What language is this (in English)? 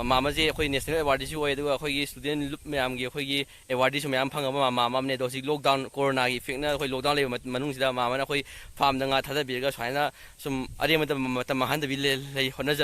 Manipuri